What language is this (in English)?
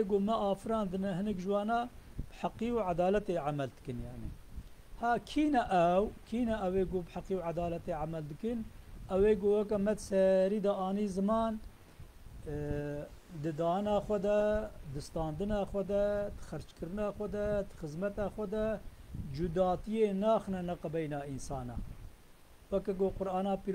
Kurdish